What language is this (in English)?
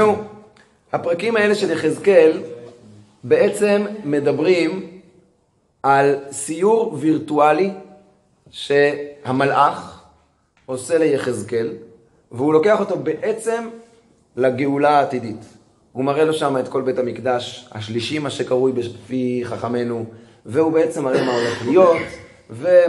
Hebrew